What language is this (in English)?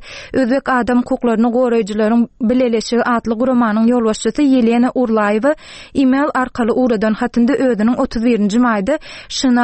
Turkmen